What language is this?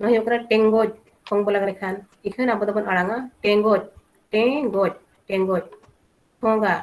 Santali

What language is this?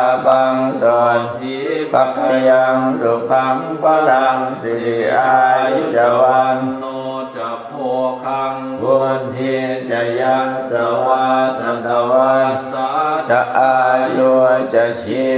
Pali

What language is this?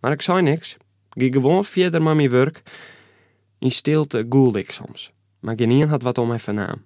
Western Frisian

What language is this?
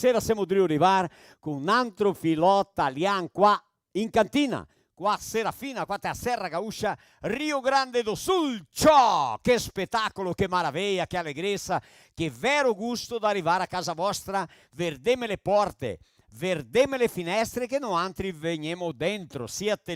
Venetian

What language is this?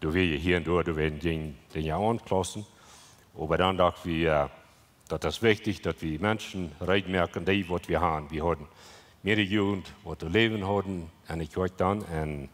Plautdietsch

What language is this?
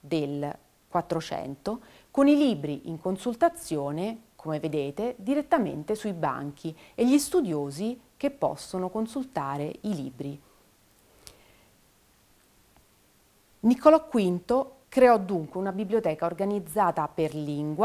Italian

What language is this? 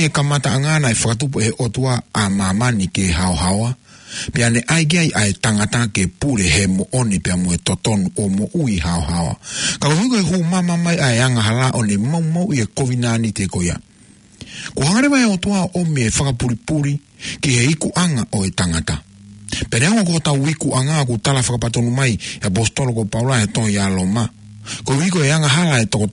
Tongan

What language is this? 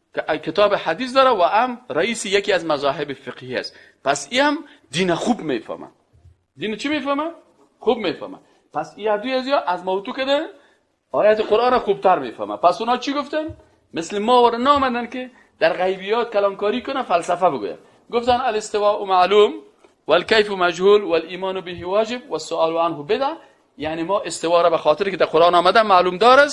Persian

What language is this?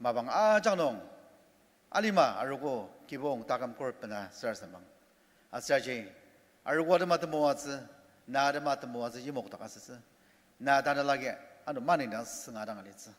Ao Naga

